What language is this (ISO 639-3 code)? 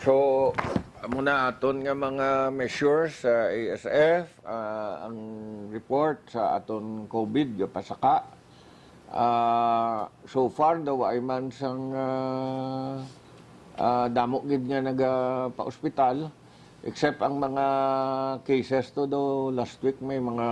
hil